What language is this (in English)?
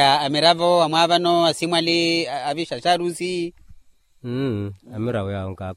Makhuwa